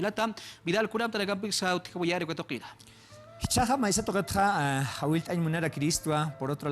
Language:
Aymara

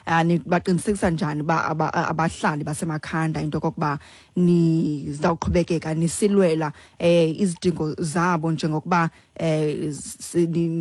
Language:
Xhosa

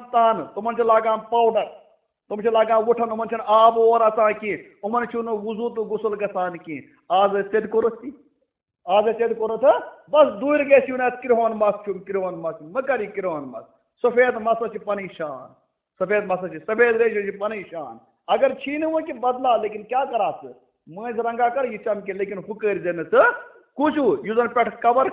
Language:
Kashmiri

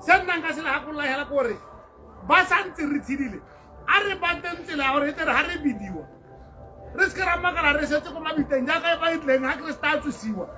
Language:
Tswana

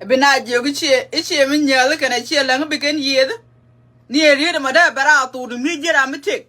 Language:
Nuer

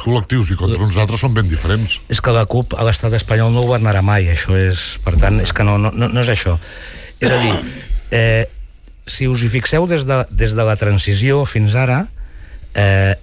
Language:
Catalan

